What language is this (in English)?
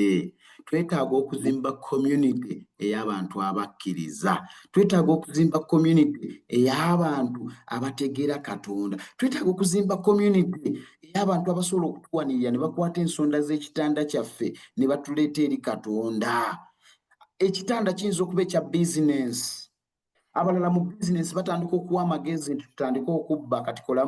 Ganda